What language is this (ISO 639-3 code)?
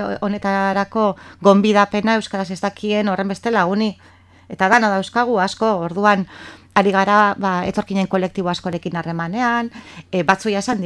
eus